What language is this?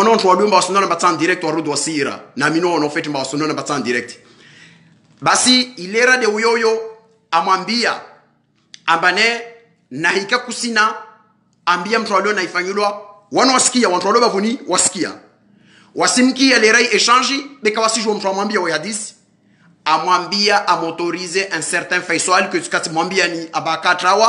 Ngazidja Comorian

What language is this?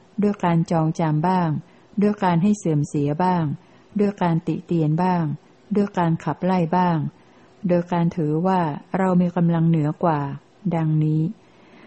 Thai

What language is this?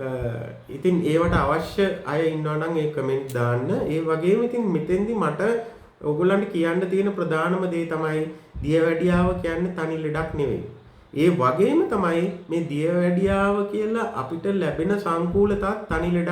Sinhala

